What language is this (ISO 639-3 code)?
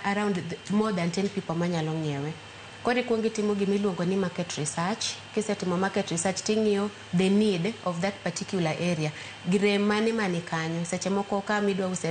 luo